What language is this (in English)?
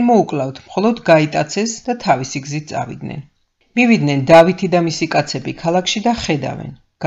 Georgian